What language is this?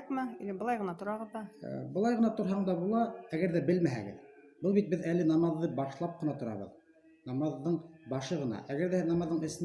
Bashkir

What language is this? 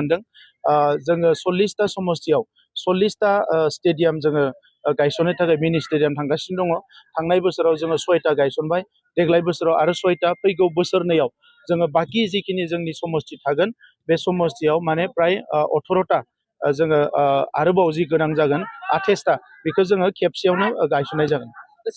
Bodo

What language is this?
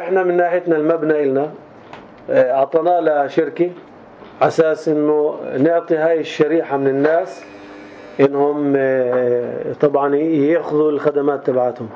North Levantine Arabic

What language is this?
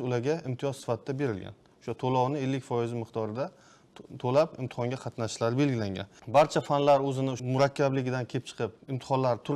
Uzbek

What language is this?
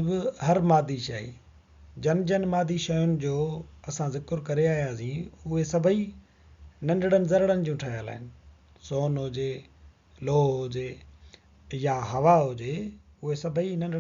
Sindhi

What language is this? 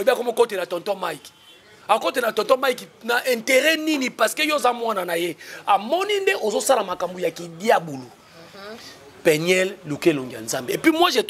Lingala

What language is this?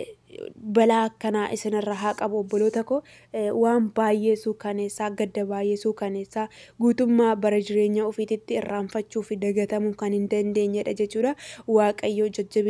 Oromo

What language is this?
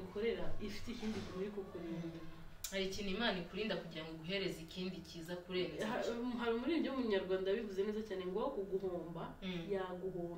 Kinyarwanda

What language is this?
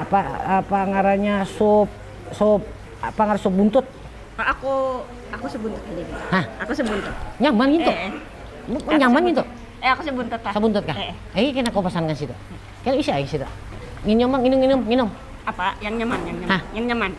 Banjar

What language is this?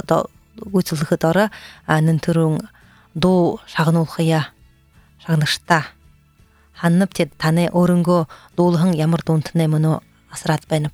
Buriat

